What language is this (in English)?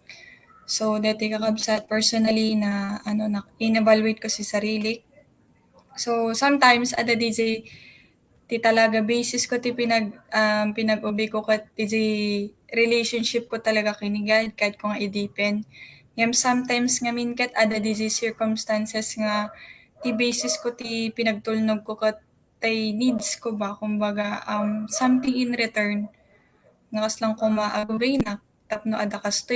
Iloko